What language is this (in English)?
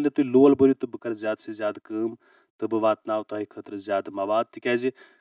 Kashmiri